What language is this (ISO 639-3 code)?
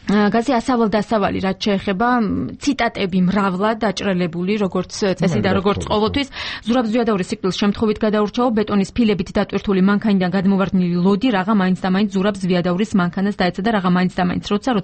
kat